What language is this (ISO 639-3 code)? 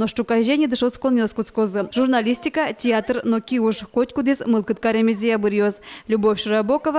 udm